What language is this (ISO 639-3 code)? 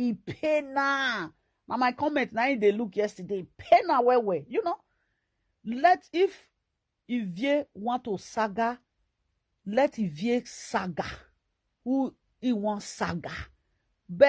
pcm